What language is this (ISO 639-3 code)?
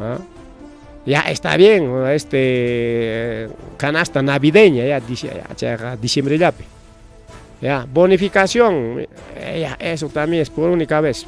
quy